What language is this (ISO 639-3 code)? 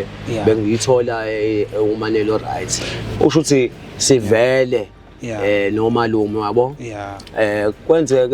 zul